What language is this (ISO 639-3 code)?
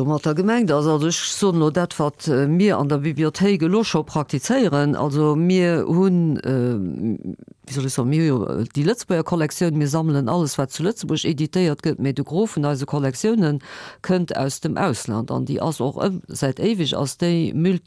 ltz